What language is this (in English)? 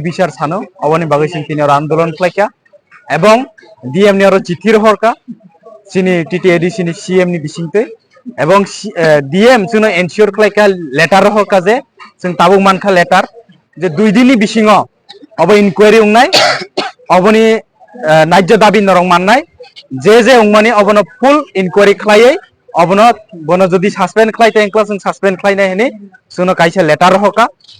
Kok Borok